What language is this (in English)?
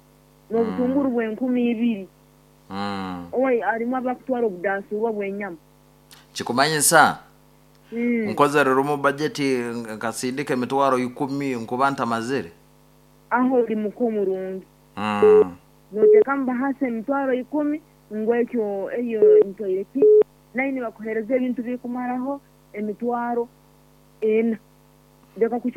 Nyoro